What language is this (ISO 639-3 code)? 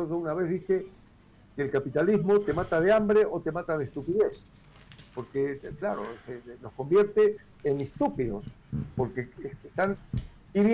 spa